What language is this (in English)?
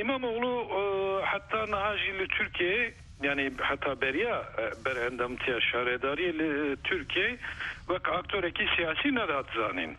Kurdish